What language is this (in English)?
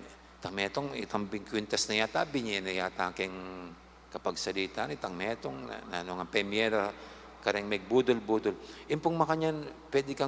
Pampanga